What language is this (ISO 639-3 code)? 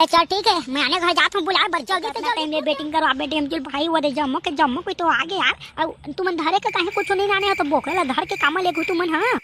hne